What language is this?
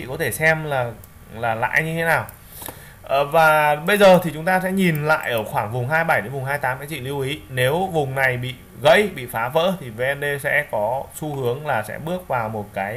Vietnamese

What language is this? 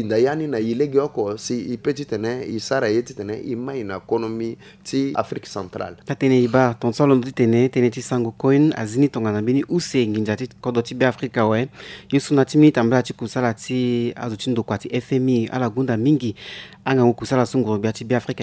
Sango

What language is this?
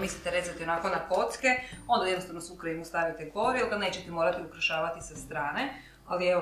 Croatian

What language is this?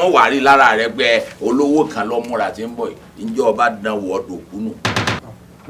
Yoruba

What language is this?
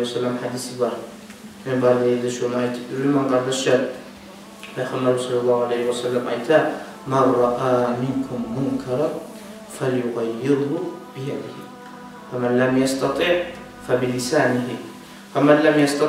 Kumyk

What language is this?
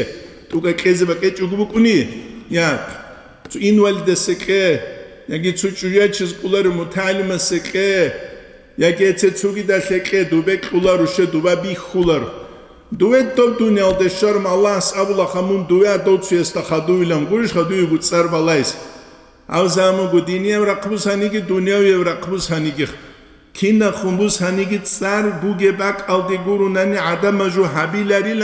Avaric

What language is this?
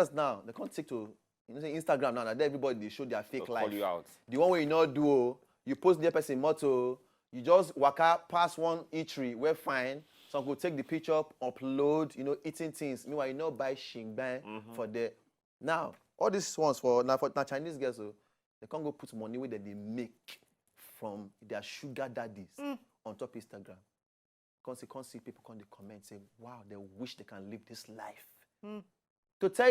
Nigerian Pidgin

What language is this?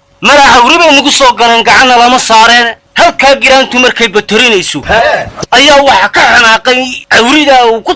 Somali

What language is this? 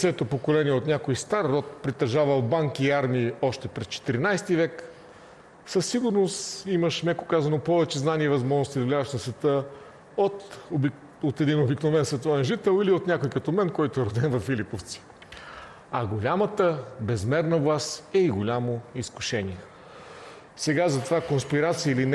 Bulgarian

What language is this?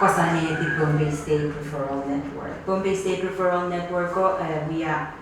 Pohnpeian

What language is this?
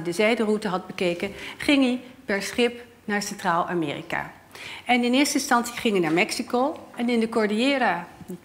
Dutch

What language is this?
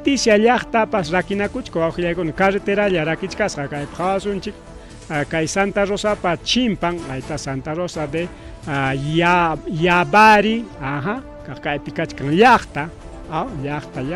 Ayacucho Quechua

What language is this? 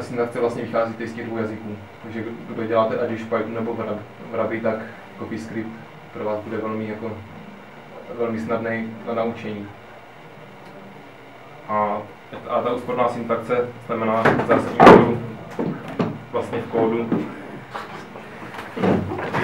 Czech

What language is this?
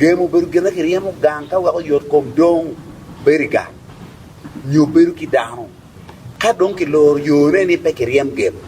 Acoli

